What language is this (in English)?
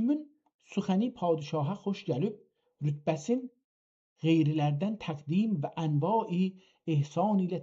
South Azerbaijani